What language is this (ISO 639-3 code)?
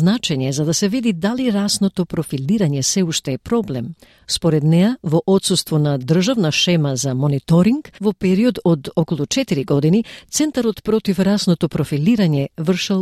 mkd